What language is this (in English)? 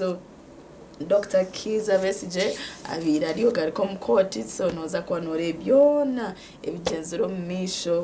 Nyankole